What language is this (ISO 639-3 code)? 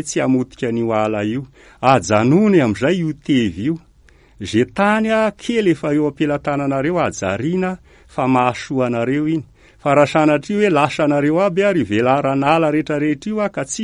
mlg